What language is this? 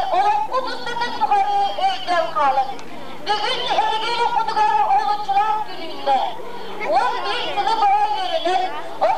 Yakut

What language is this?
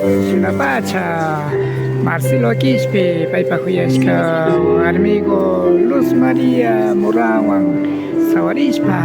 Imbabura Highland Quichua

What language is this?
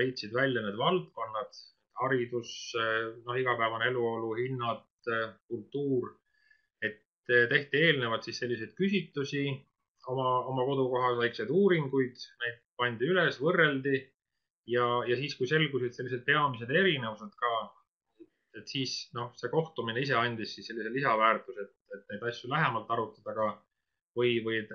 Estonian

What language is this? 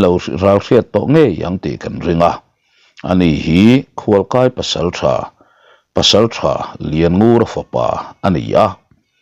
Mizo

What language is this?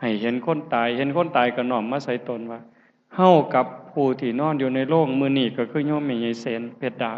Lao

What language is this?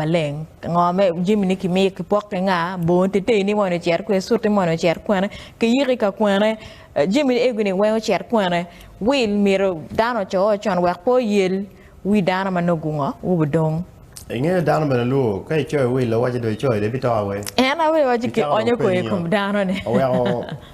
Acoli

